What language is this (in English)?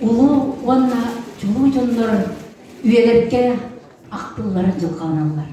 Yakut